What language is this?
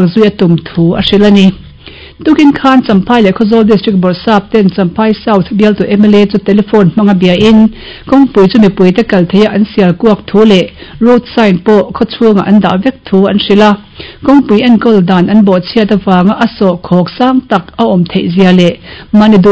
Mizo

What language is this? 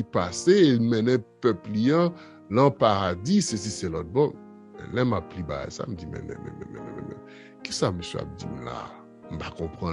Haitian Creole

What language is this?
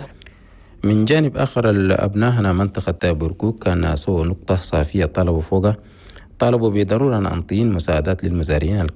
Chadian Arabic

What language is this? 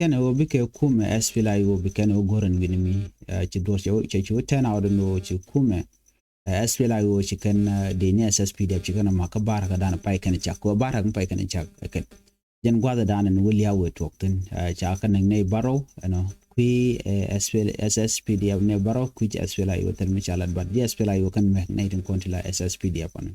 Nuer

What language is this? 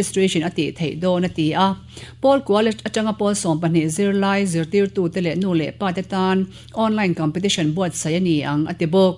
Mizo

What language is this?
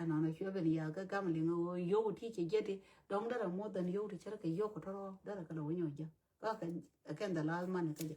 Nuer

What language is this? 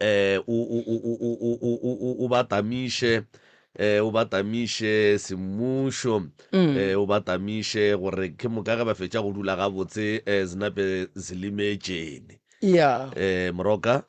Northern Sotho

